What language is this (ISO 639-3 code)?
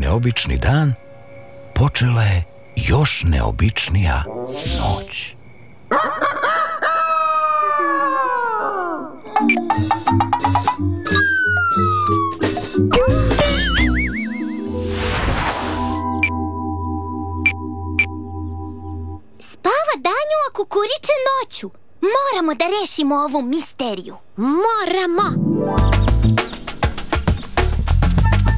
srp